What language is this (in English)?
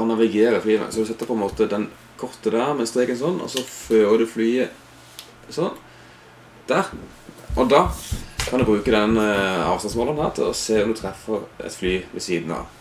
Norwegian